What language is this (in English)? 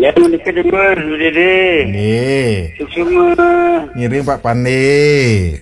Balinese